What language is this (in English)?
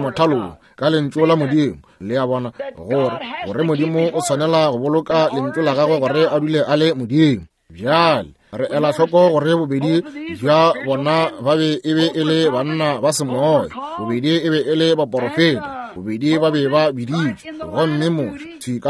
Northern Sotho